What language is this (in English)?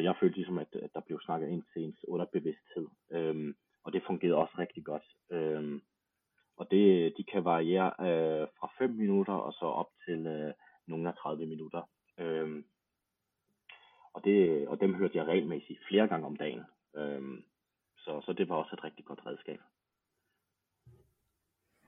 Danish